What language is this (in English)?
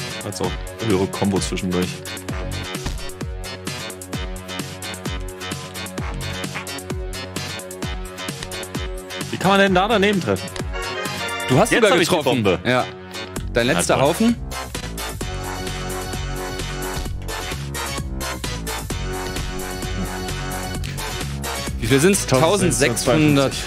German